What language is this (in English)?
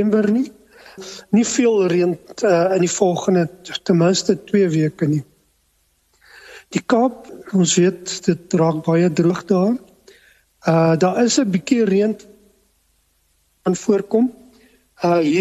Afrikaans